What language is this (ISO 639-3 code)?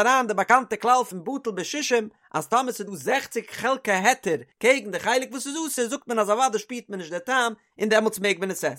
yid